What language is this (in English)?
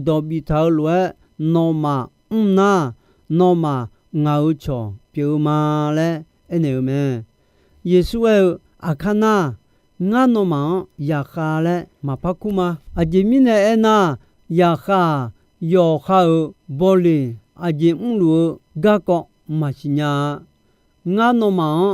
Akha